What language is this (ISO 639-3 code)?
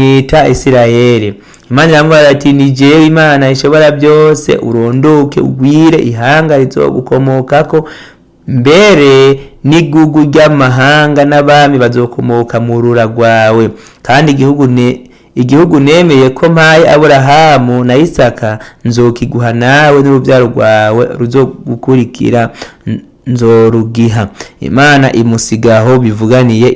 run